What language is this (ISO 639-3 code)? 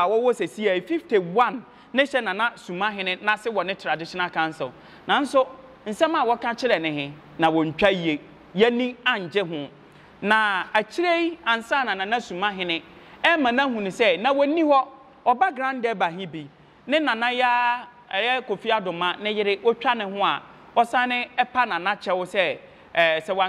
aka